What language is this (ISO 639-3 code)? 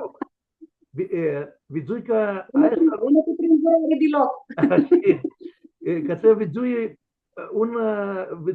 rup